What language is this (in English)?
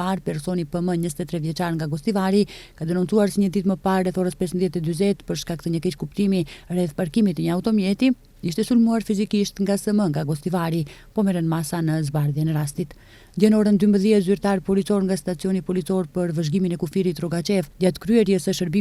Albanian